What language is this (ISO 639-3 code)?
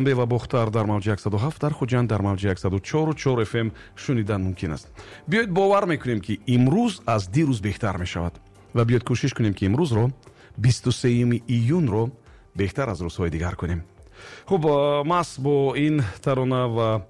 tgk